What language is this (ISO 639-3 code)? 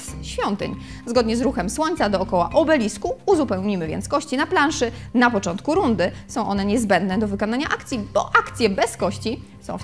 pol